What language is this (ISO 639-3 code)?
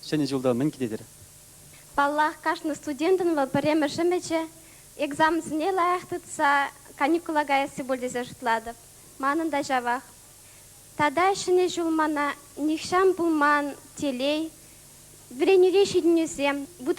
chv